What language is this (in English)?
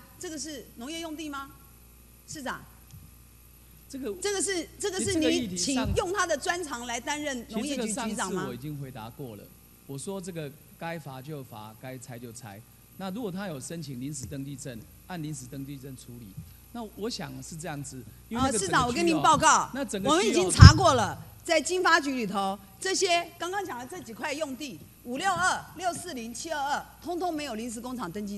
Chinese